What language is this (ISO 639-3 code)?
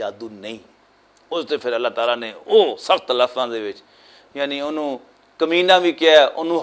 lah